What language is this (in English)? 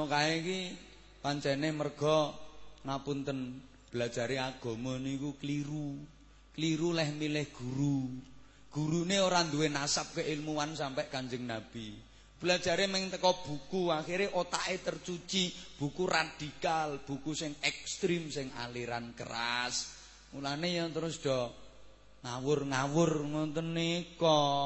Javanese